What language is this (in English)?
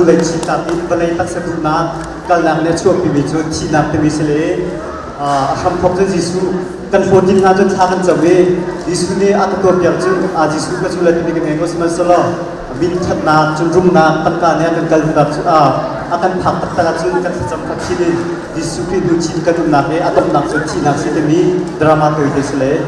Hakha Chin